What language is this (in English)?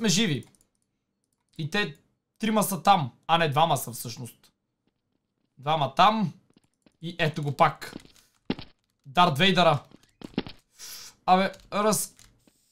Bulgarian